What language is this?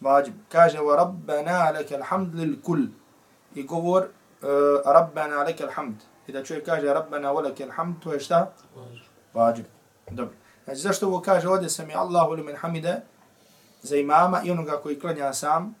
Bosnian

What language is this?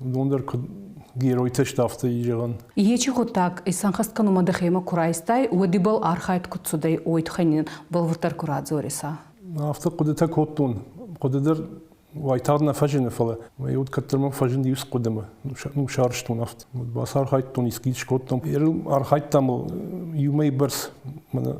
Ossetic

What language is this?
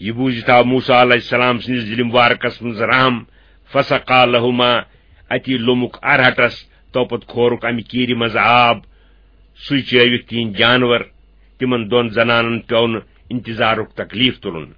Kashmiri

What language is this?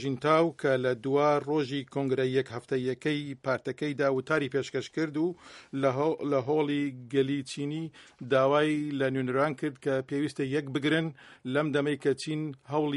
Central Kurdish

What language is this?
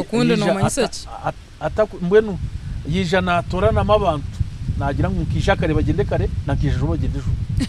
Nyankole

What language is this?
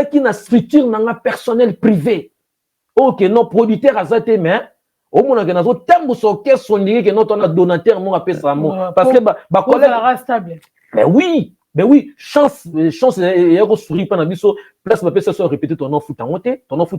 Lingala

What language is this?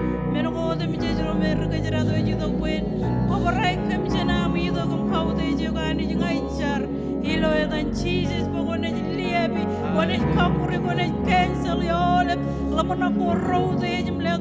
Marshallese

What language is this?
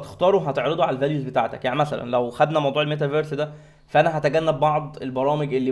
Egyptian Arabic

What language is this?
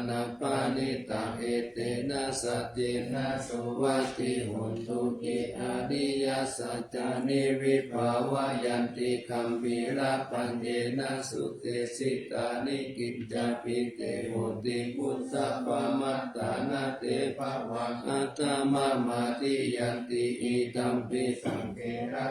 Pali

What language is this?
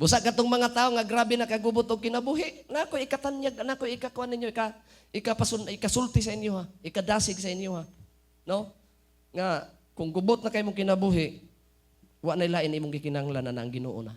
Cebuano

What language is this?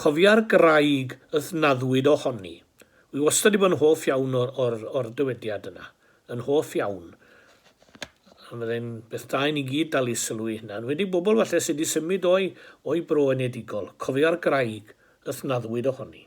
Welsh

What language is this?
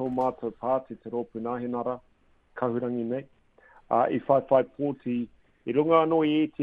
Māori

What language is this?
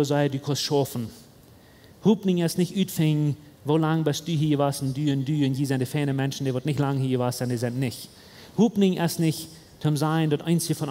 Plautdietsch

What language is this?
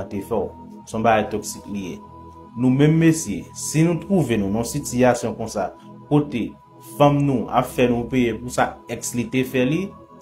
Haitian Creole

